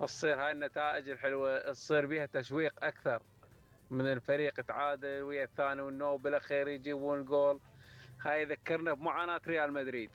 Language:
Mesopotamian Arabic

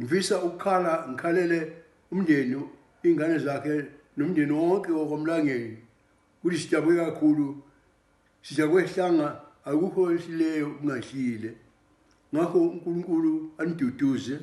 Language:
Zulu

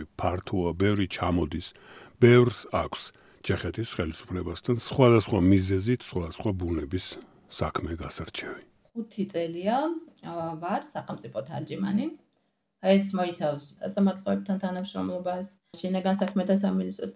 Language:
Georgian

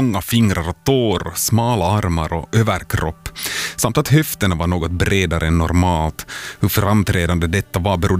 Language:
Swedish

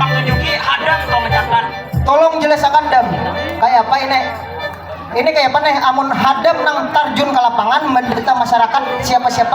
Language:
Banjar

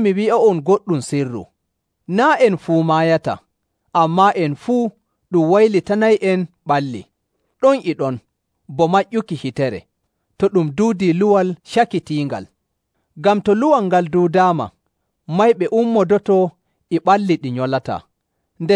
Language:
Nigerian Fulfulde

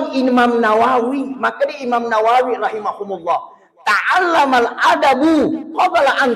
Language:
Buginese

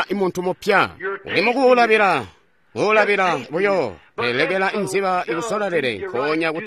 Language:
Tonga (Zambia)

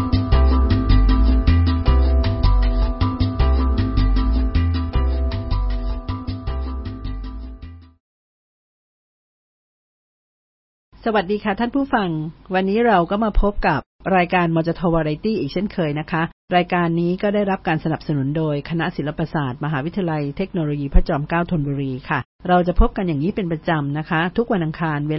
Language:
Thai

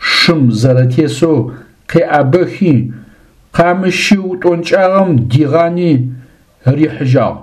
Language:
Adyghe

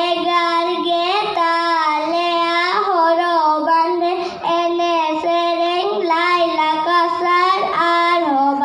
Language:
Santali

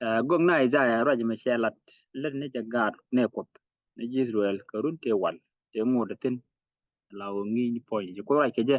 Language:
Nuer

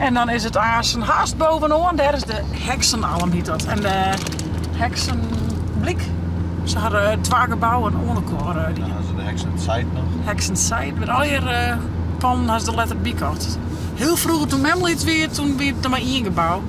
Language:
Western Frisian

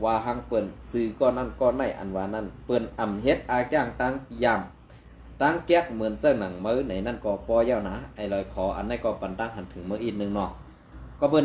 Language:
Shan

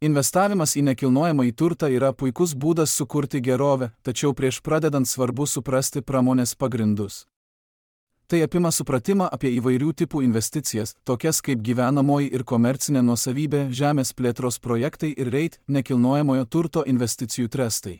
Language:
Lithuanian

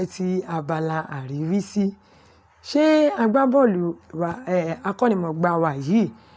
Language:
Yoruba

